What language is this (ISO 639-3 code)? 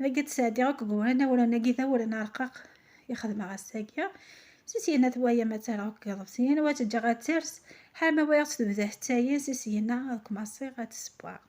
kab